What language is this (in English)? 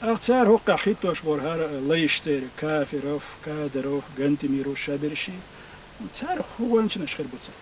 Chechen